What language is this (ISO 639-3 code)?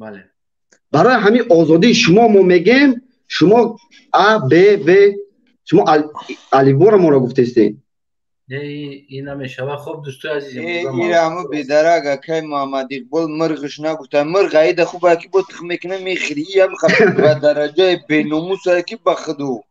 tgk